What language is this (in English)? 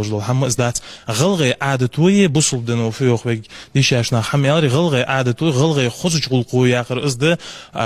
Ingush